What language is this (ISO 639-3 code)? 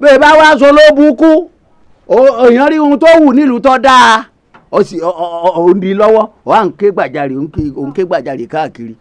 yor